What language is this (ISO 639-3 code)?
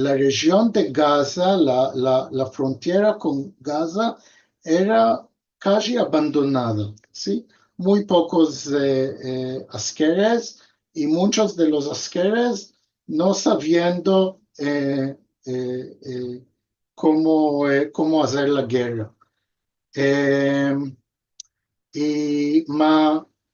lad